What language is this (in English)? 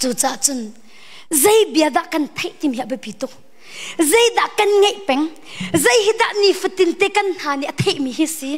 Hakha Chin